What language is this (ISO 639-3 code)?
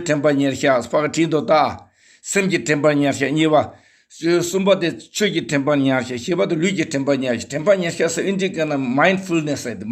bod